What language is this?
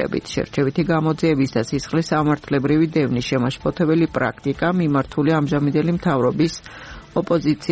Georgian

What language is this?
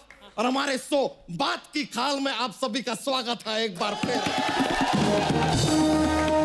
Hindi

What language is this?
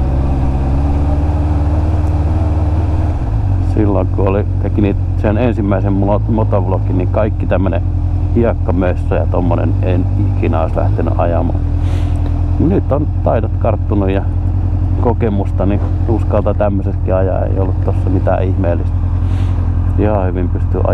Finnish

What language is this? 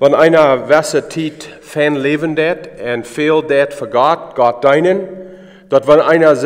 Plautdietsch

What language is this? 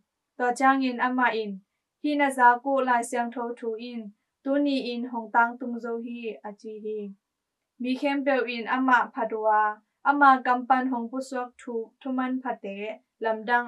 Tedim Chin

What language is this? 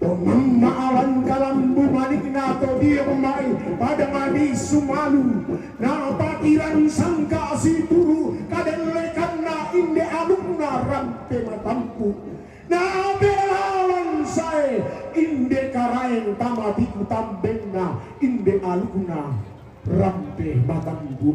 Toraja-Sa'dan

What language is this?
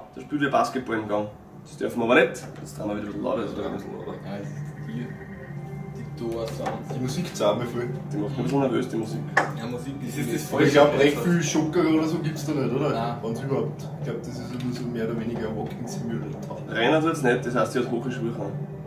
Bavarian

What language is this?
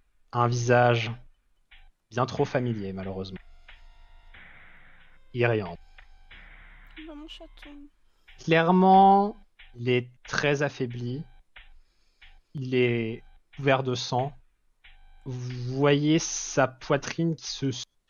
French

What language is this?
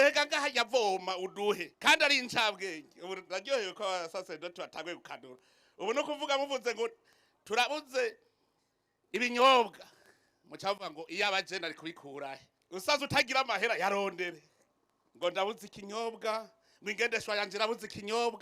Rundi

